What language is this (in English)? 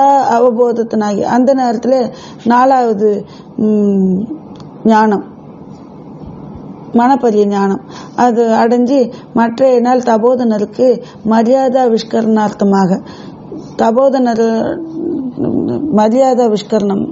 Tamil